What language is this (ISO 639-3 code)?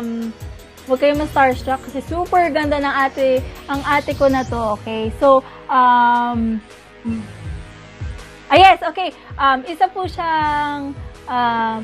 fil